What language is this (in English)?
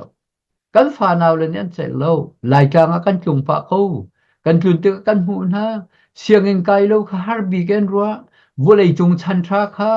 Hakha Chin